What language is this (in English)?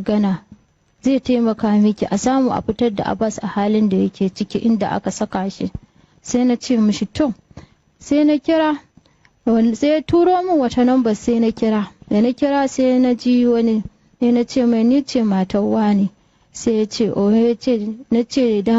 Hausa